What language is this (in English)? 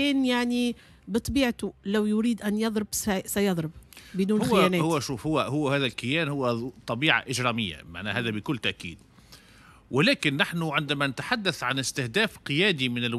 Tunisian Arabic